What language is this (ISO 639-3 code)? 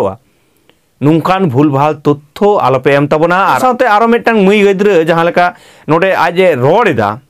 sat